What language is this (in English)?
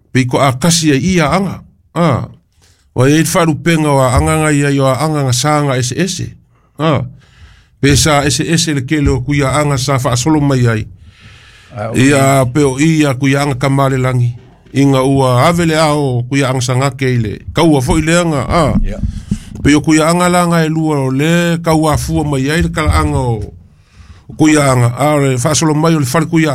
Samoan